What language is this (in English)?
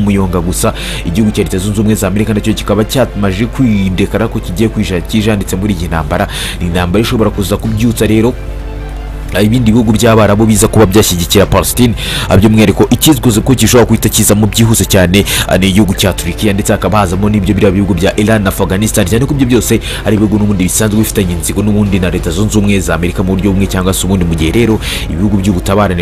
Kinyarwanda